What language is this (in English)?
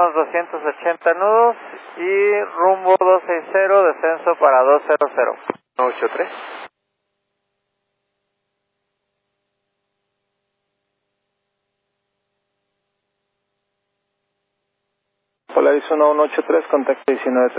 Spanish